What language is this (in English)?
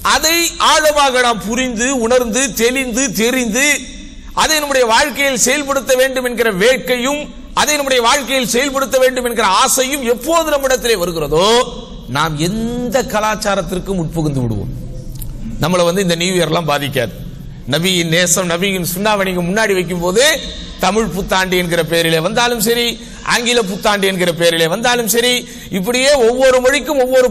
Tamil